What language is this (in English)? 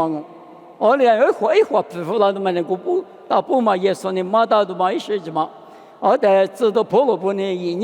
Lisu